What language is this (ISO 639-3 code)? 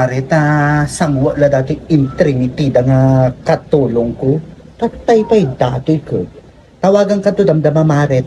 ilo